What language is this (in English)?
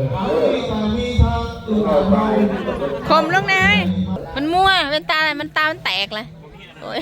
Northeastern Thai